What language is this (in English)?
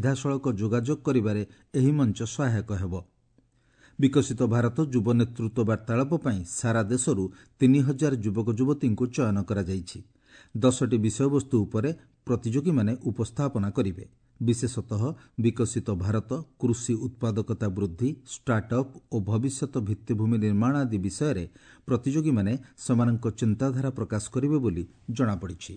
Odia